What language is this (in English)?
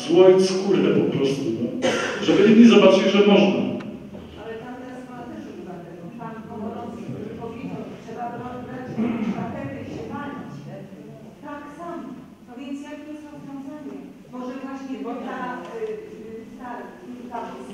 Polish